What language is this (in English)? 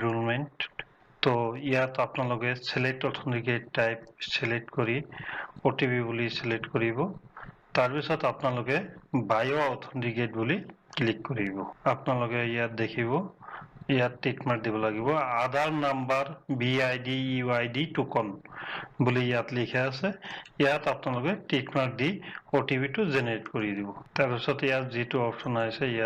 Assamese